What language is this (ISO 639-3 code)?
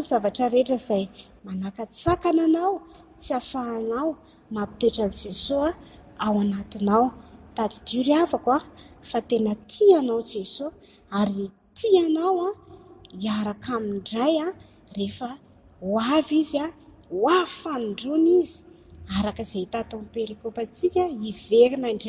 mlg